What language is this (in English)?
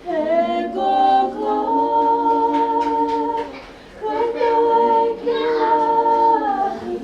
Tongan